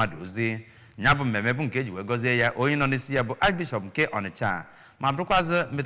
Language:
Igbo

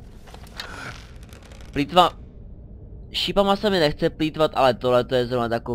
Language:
Czech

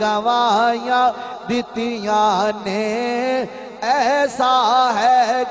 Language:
Saraiki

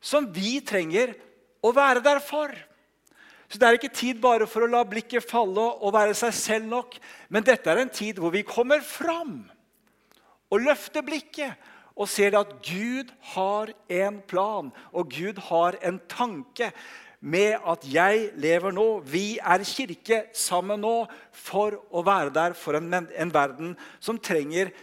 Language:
Norwegian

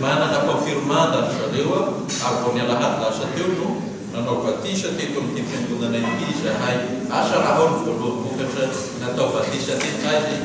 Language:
Malagasy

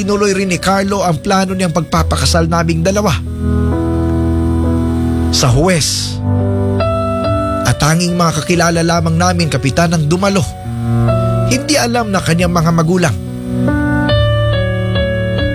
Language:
Filipino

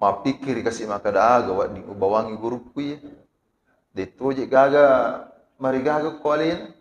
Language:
Buginese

